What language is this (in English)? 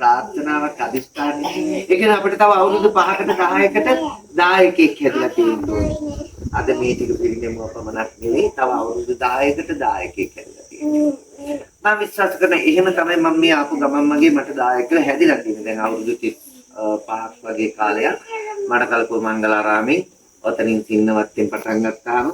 Sinhala